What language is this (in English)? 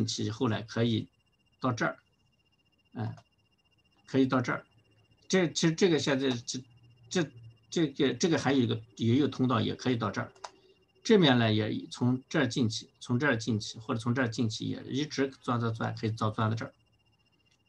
Chinese